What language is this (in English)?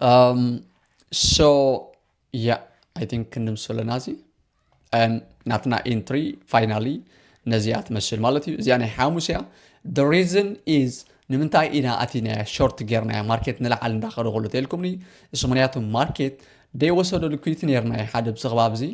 Tigrinya